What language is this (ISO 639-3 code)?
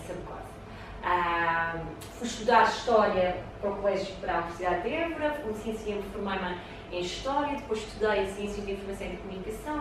por